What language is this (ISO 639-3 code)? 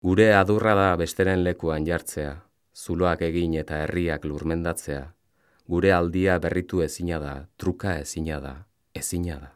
eus